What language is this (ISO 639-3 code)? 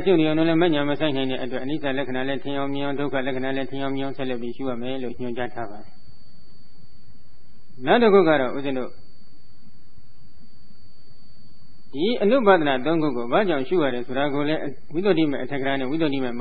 mya